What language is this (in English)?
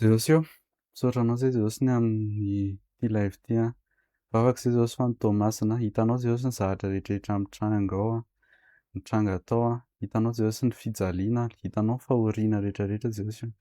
Malagasy